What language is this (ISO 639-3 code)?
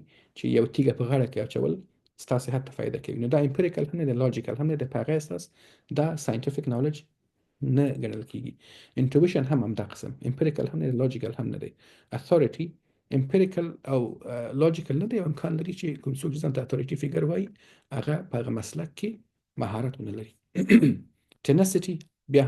pus